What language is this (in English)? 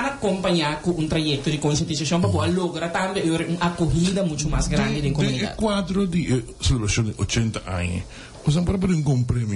Papiamento